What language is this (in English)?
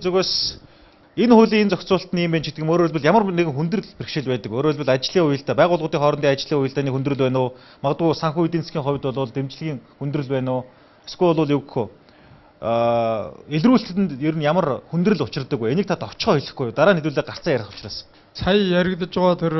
Mongolian